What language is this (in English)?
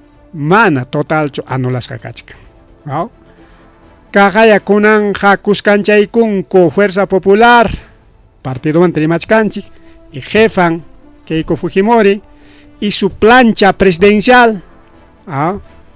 Ayacucho Quechua